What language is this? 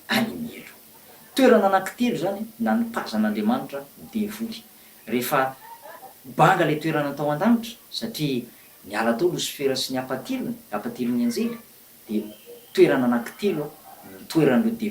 Malagasy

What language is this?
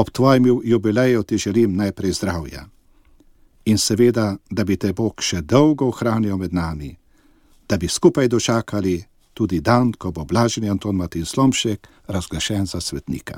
Slovenian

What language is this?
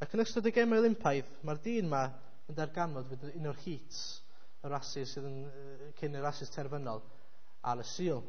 Welsh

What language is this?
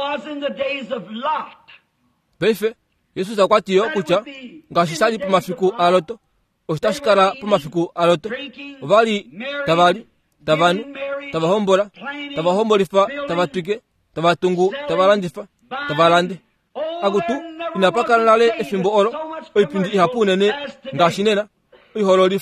Kuanyama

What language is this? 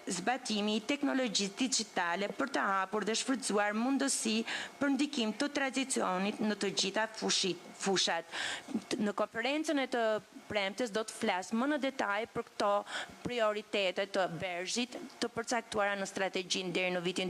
Albanian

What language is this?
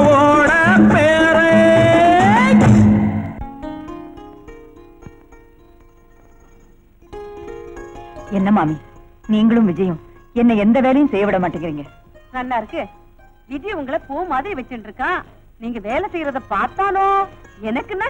Tamil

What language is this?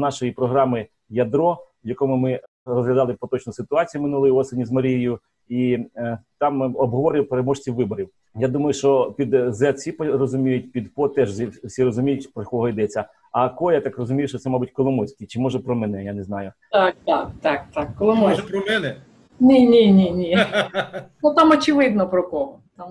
Ukrainian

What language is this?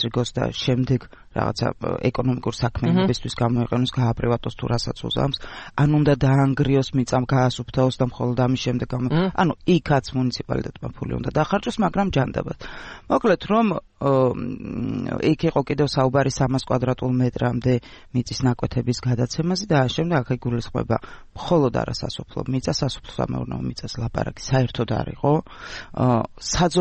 Georgian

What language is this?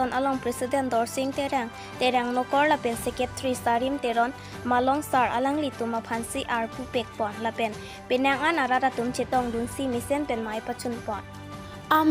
Karbi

